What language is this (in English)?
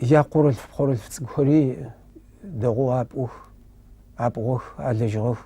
Adyghe